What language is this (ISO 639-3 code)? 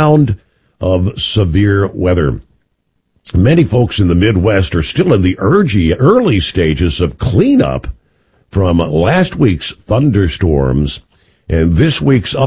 eng